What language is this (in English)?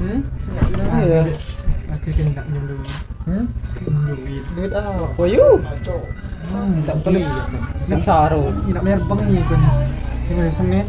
Musi